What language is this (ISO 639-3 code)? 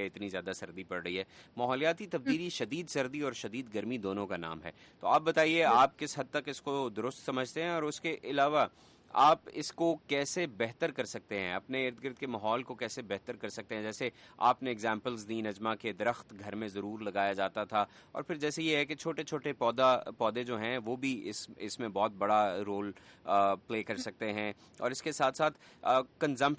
urd